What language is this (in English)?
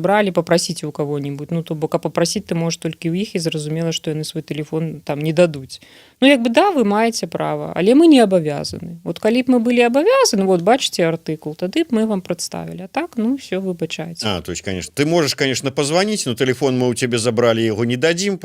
Belarusian